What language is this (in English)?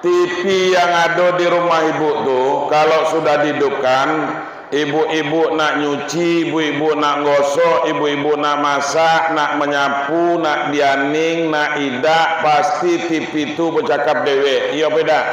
Minangkabau